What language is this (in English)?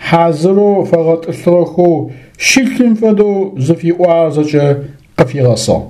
Adyghe